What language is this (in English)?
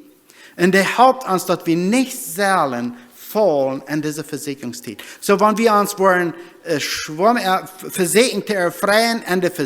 Plautdietsch